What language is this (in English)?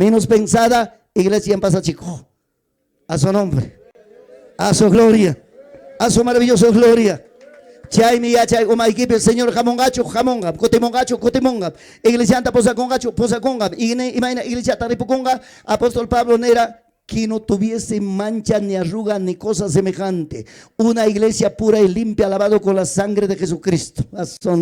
Ayacucho Quechua